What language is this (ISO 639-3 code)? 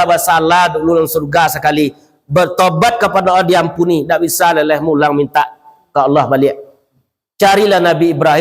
min